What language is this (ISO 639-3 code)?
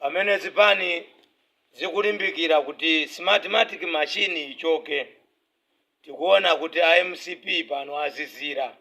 nya